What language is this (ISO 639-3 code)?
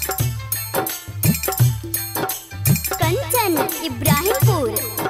mai